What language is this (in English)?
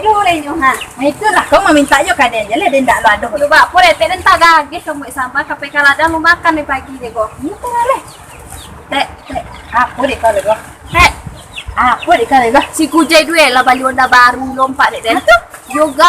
Minangkabau